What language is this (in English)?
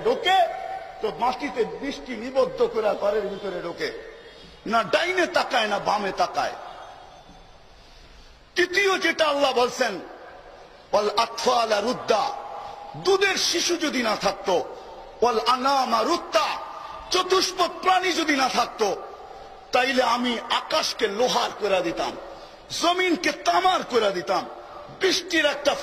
Bangla